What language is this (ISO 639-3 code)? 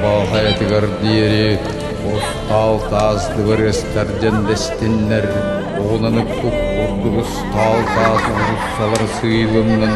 sah